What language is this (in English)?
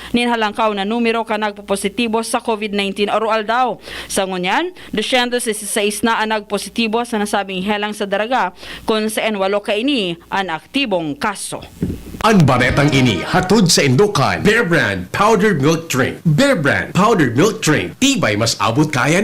Bikol